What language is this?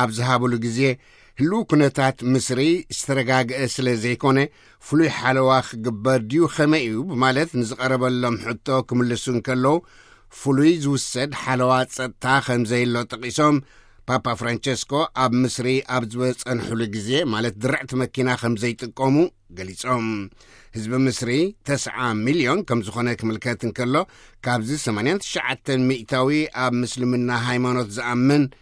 Tigrinya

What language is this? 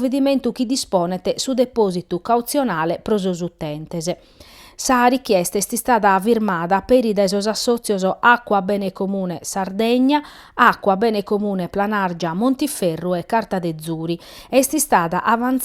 Sardinian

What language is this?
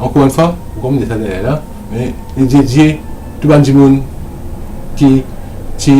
Morisyen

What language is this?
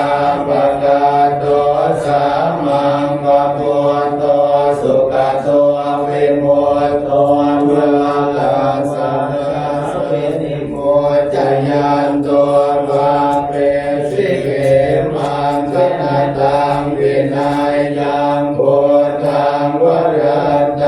Pali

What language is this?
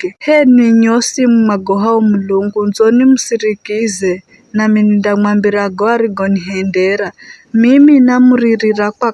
Giryama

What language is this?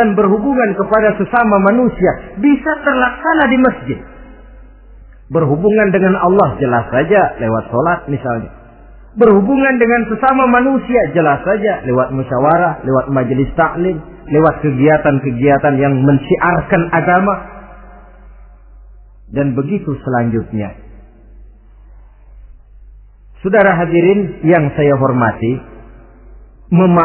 Indonesian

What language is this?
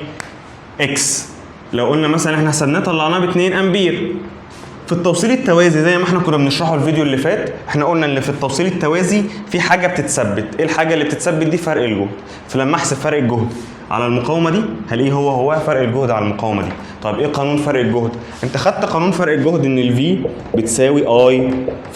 Egyptian Arabic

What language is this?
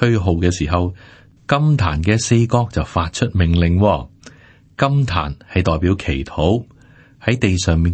Cantonese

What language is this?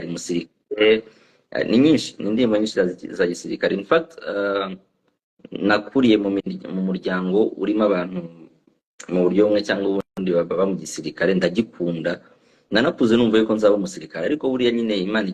Kinyarwanda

